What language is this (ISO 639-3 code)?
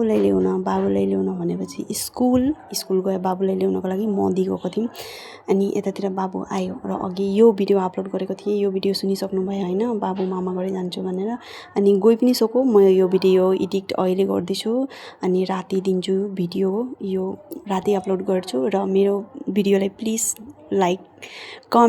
nep